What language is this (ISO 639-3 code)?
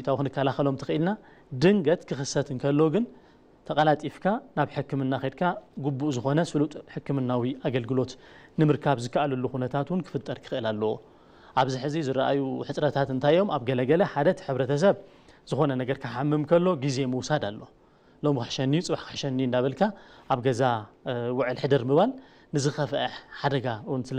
tir